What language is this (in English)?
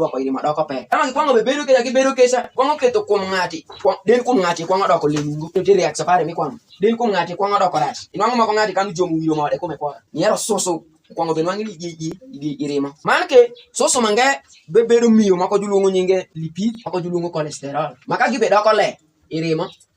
Alur